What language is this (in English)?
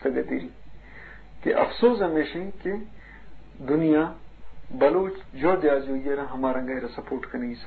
Eastern Balochi